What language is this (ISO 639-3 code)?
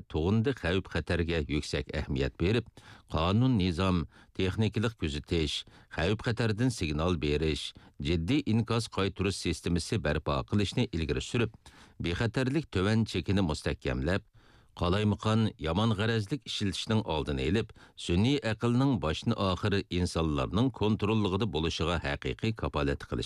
uig